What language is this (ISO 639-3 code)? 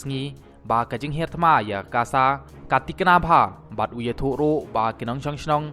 kha